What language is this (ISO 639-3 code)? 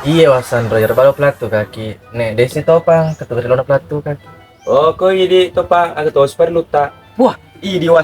bug